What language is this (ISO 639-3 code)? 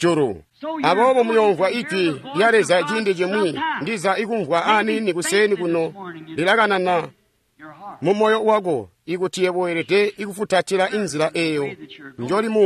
toi